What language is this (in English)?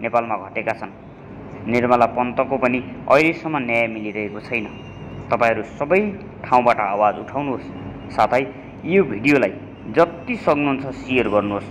Nepali